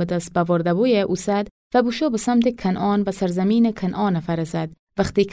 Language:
Gilaki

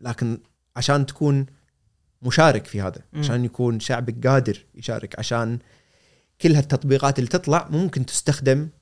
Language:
Gulf Arabic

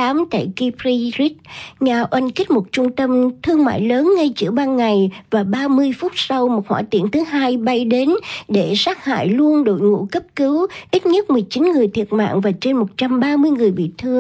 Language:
Vietnamese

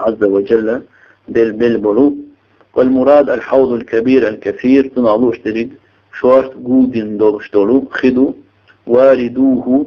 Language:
Chechen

